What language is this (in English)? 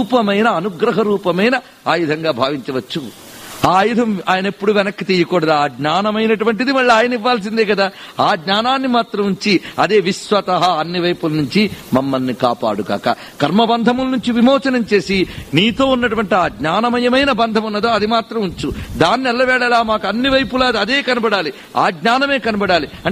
Telugu